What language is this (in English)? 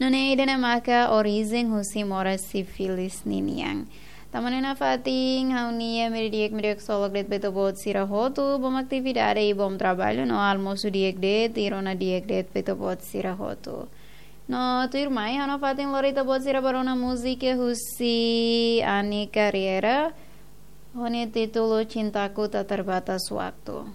Tetum